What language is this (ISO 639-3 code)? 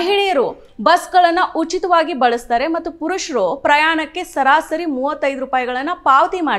kan